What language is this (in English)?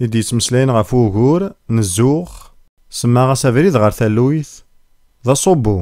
Kabyle